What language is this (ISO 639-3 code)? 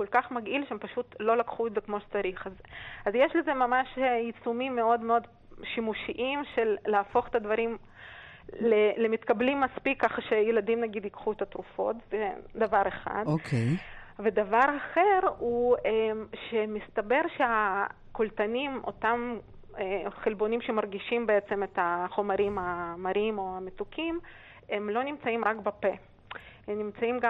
heb